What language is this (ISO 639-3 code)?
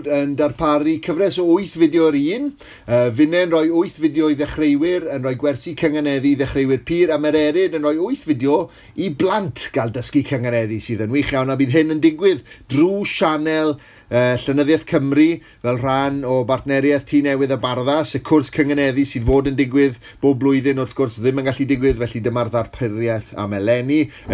cym